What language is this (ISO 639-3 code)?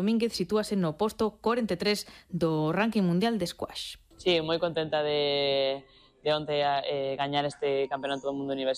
glg